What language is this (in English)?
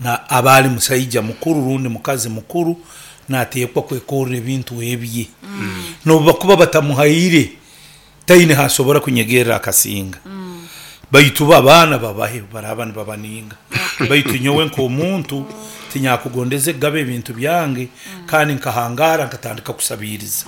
Nyankole